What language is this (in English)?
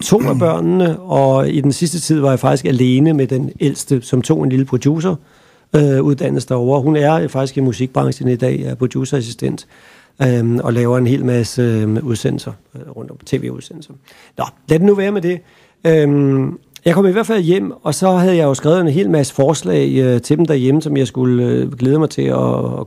Danish